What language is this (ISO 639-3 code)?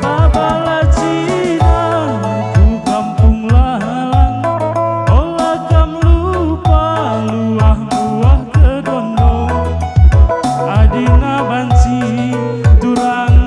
btx